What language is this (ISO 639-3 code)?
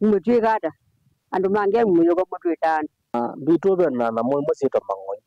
kam